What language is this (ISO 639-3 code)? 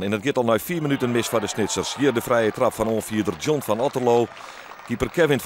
fry